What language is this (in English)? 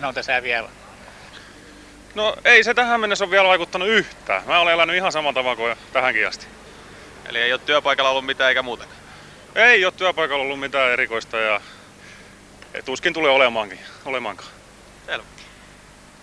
Finnish